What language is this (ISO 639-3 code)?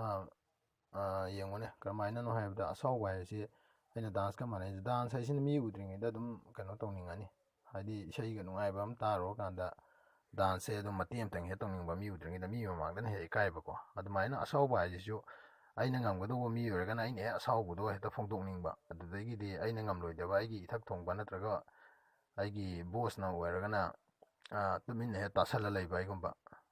mni